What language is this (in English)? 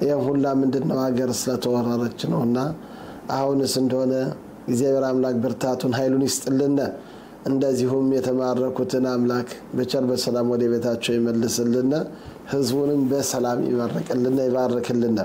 Amharic